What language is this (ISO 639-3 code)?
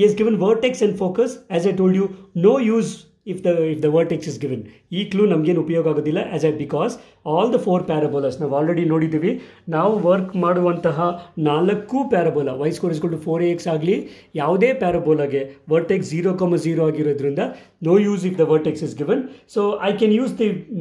kan